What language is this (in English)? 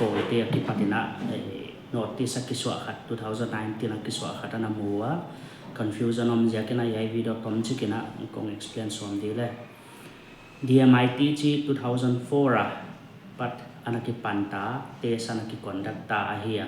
Paite Chin